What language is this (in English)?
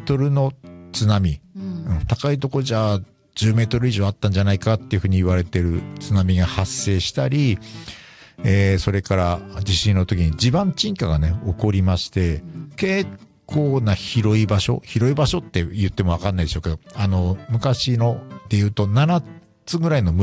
Japanese